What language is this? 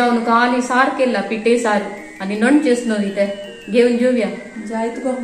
Konkani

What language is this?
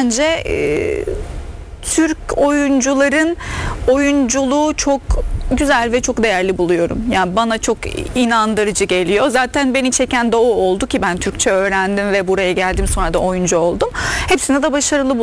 Turkish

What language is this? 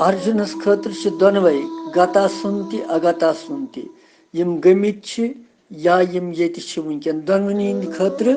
Kashmiri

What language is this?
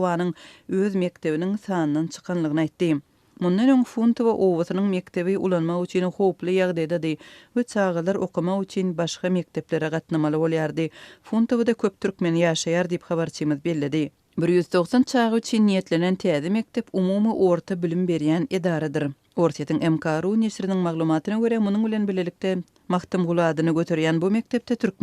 Turkmen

